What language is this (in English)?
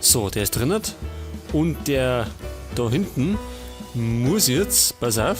Bavarian